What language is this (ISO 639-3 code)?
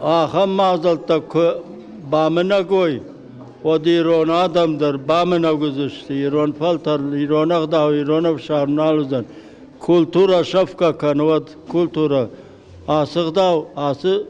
oss